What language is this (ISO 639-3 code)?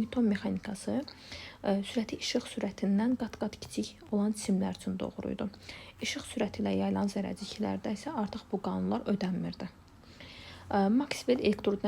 aze